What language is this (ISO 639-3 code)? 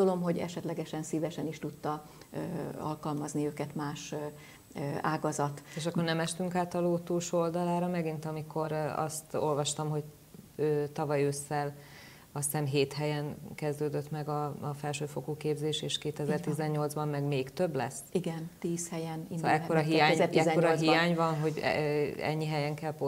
hun